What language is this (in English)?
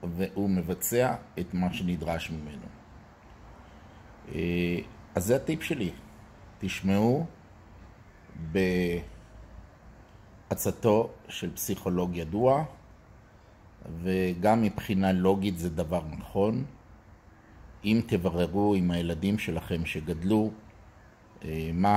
Hebrew